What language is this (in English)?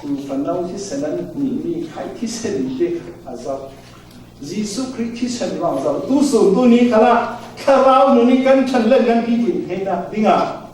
Falam Chin